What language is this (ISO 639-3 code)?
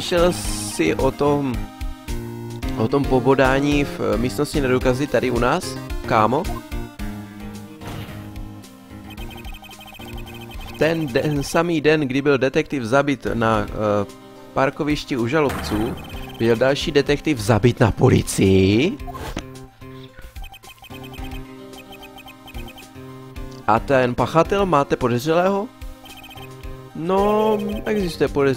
ces